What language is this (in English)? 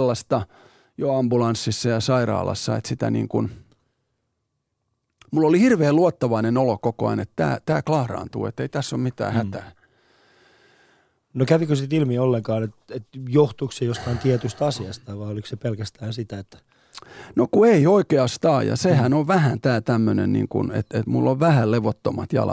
Finnish